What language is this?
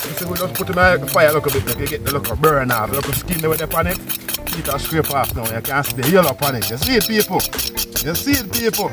Jamaican Creole English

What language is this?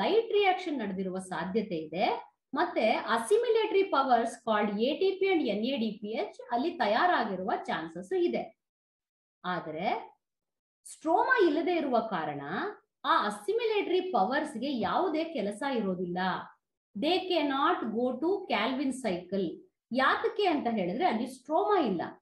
Kannada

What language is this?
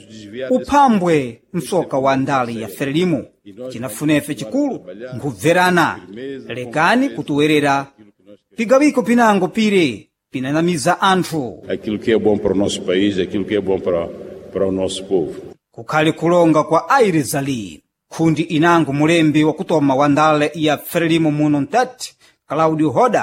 Sena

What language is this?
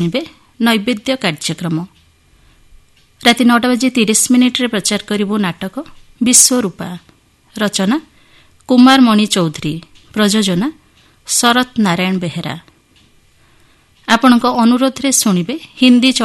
Odia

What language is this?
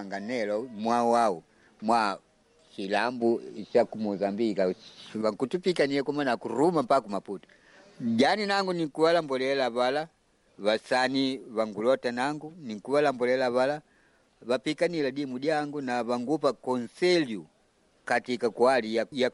Makonde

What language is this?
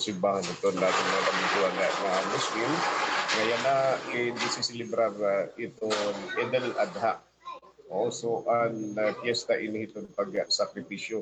Waray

